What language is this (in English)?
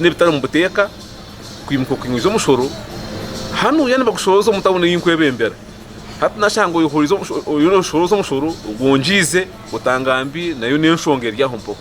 Nyankole